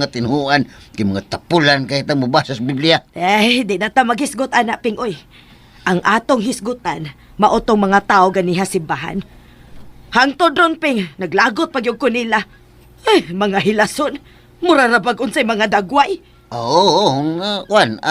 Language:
Cebuano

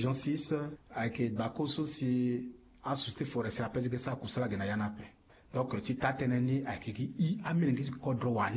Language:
Sango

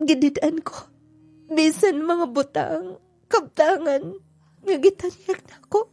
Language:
Cebuano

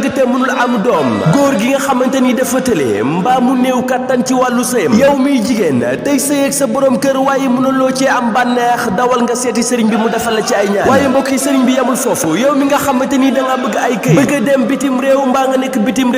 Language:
Wolof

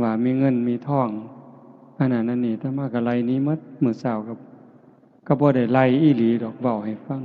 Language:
Northeastern Thai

